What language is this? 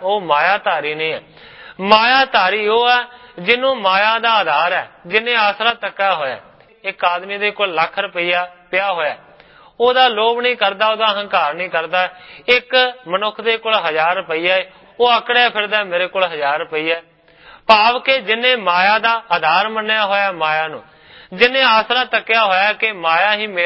Punjabi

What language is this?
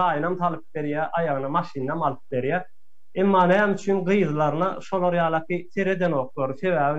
Turkmen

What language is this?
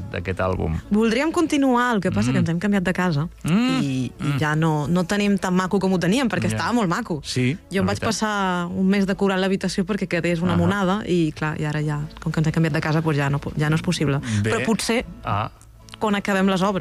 Catalan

